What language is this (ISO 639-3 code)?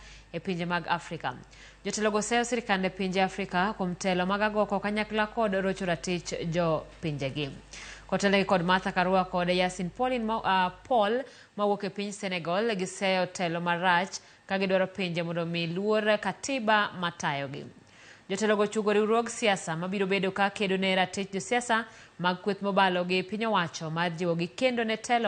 luo